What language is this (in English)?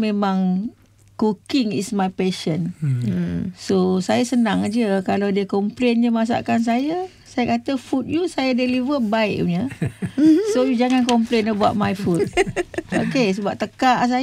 Malay